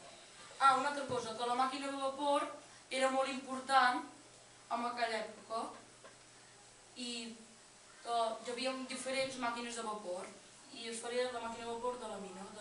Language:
Catalan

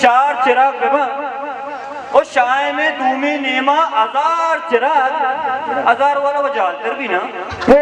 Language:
Baluchi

